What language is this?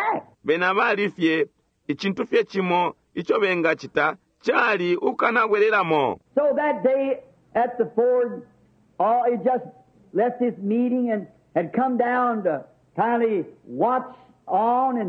Bemba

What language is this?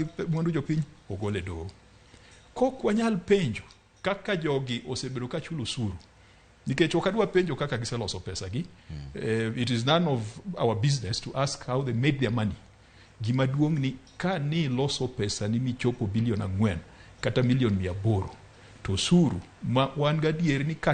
Luo (Kenya and Tanzania)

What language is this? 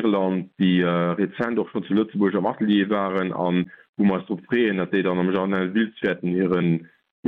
Luxembourgish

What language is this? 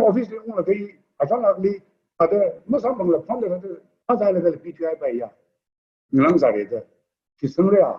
Tangkhul Naga (India)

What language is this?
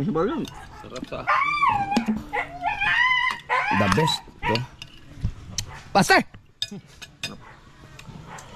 Filipino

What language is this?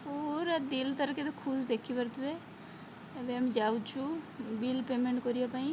Odia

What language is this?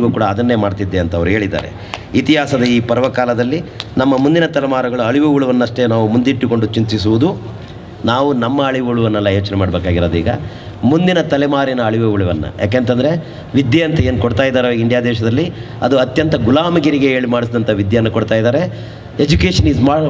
Kannada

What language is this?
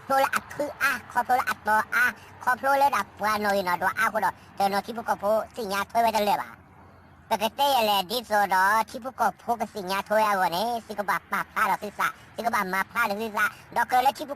S'gaw Karen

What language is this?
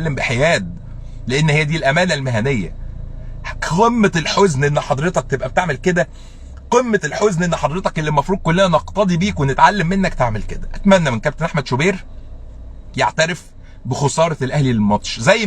Egyptian Arabic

